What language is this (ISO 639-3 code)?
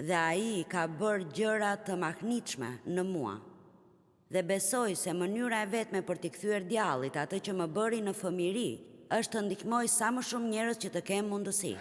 sqi